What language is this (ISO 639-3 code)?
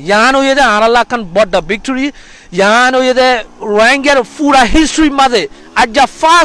rhg